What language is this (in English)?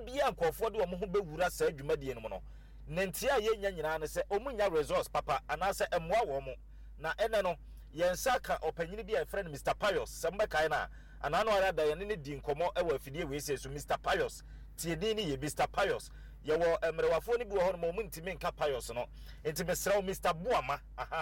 Akan